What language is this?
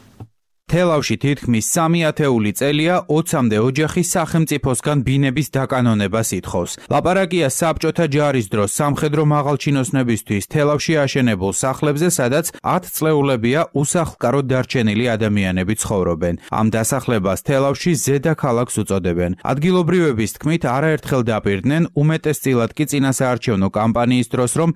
Georgian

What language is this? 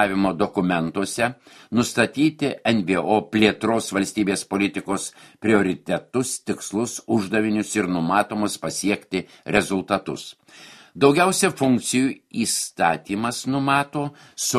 Lithuanian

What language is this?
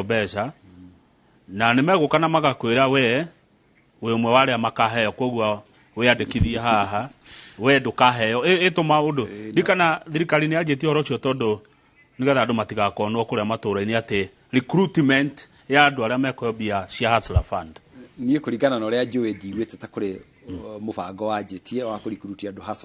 Kikuyu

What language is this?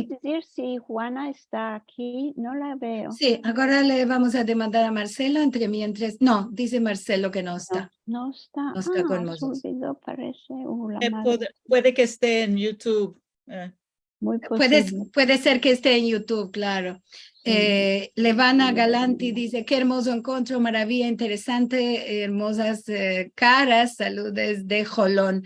Ladino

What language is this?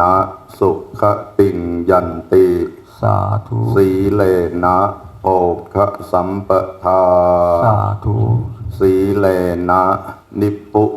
Northeastern Thai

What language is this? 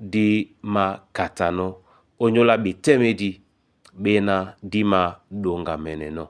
Duala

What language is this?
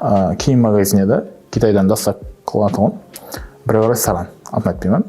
Kara-Kalpak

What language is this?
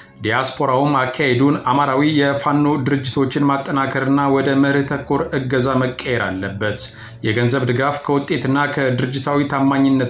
Amharic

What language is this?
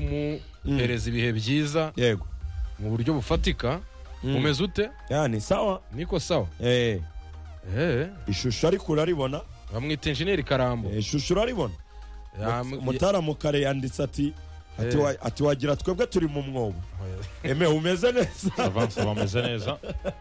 Kinyarwanda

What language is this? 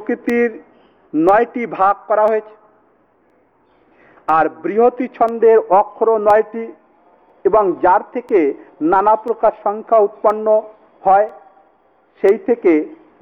Bangla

